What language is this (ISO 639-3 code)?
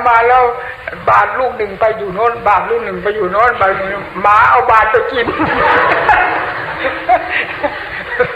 tha